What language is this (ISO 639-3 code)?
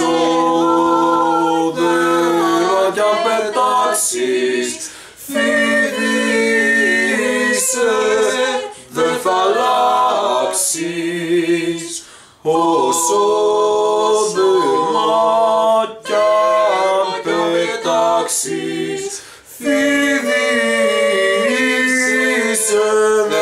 ell